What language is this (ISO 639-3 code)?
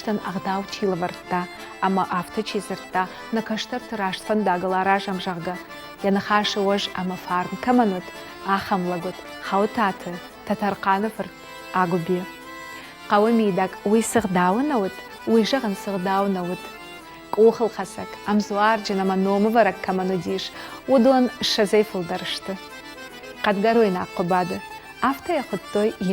oss